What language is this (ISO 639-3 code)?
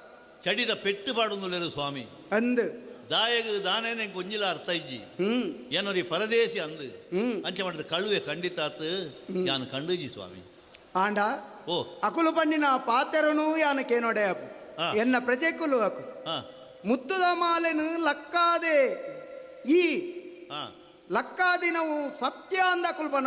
tcy